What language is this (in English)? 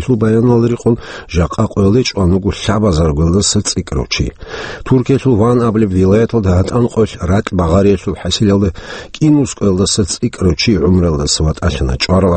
Avaric